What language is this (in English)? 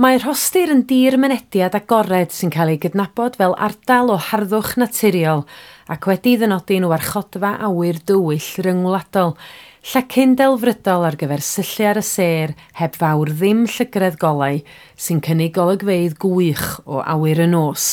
Welsh